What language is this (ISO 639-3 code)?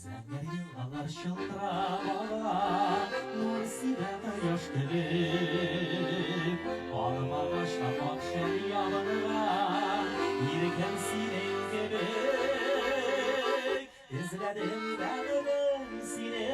tat